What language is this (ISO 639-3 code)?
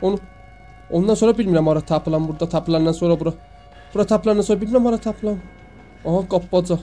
azb